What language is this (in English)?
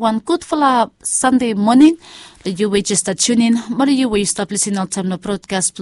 Bislama